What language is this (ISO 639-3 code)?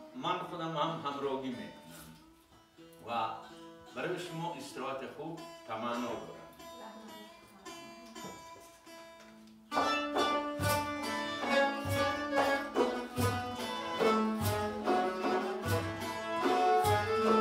fas